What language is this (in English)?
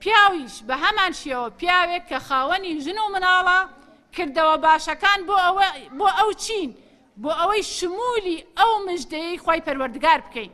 Central Kurdish